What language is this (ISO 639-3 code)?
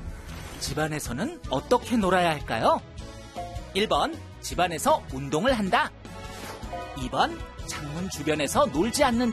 kor